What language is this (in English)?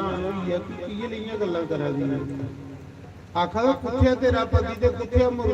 Dogri